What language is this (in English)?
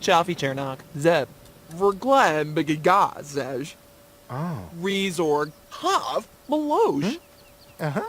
Bavarian